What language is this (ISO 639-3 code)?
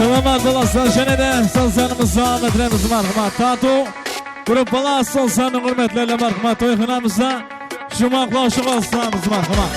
kaa